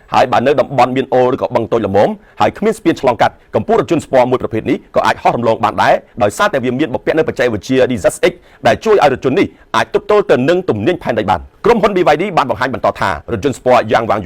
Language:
Khmer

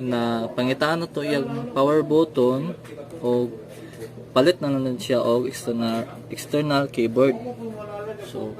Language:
Cebuano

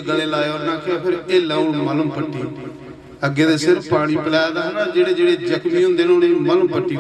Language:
Dogri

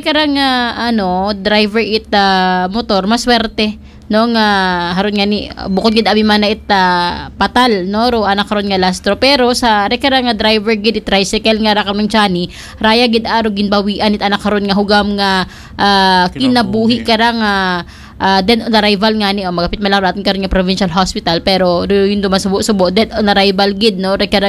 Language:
Aklanon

